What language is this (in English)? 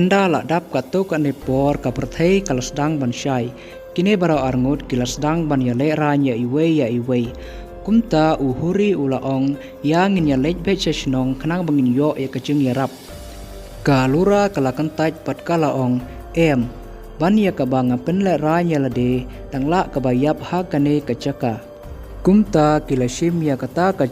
Khasi